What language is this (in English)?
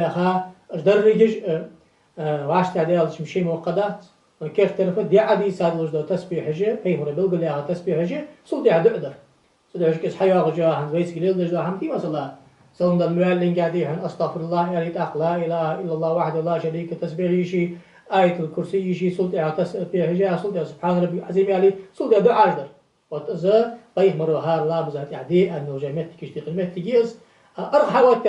Ingush